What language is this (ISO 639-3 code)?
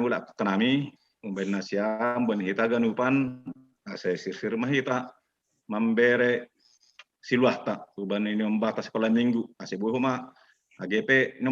bts